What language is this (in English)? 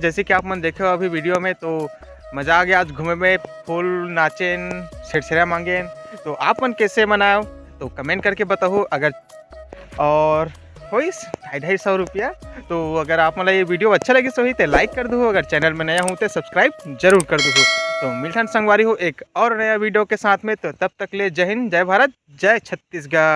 Chhattisgarhi